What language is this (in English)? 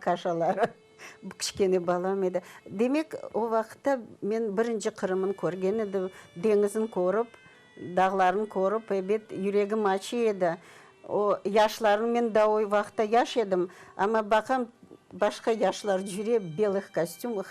Crimean Tatar